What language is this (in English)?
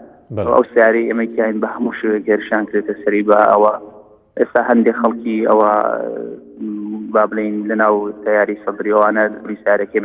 Central Kurdish